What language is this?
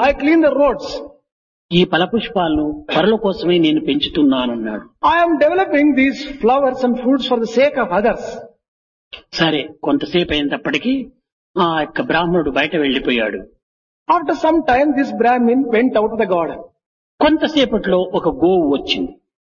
Telugu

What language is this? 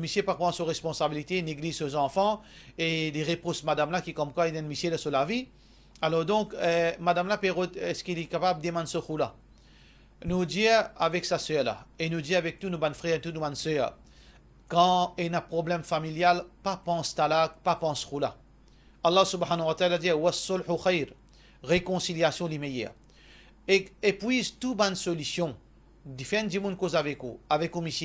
Morisyen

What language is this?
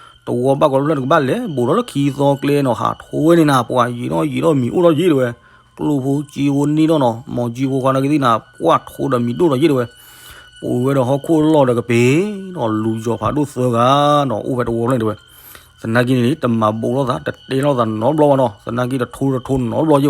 S'gaw Karen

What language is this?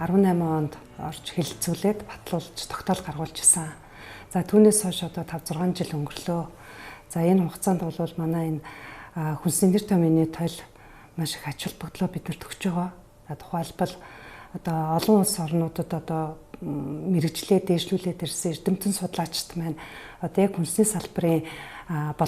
Mongolian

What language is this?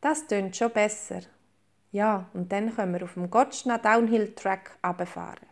Swiss German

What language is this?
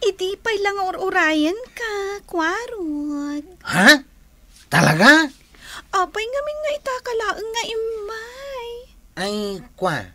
Iloko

